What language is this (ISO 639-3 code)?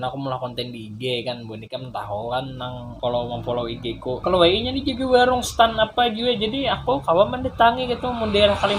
bjn